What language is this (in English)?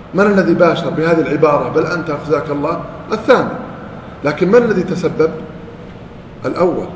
Arabic